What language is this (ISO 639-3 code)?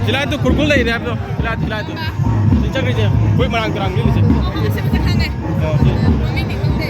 mni